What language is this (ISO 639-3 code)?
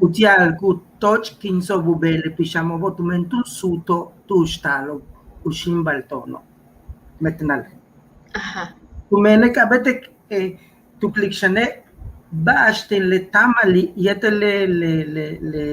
yua